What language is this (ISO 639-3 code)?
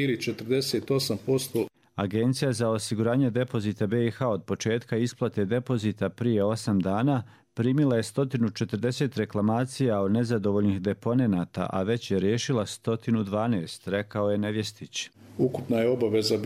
hrv